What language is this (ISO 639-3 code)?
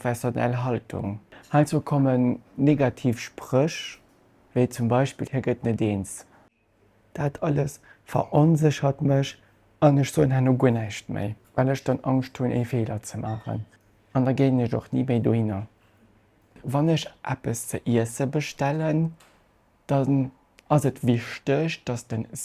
ltz